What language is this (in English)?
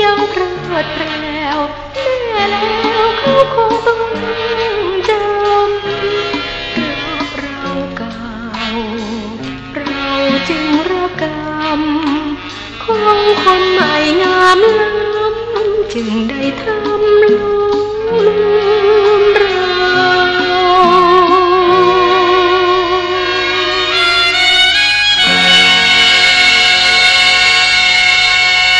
Thai